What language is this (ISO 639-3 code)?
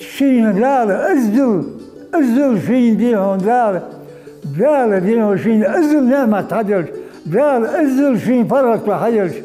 inh